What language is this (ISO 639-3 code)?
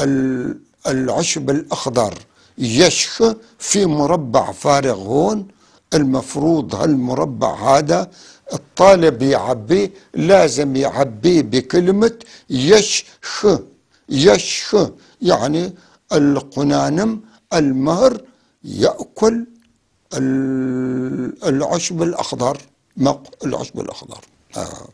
apc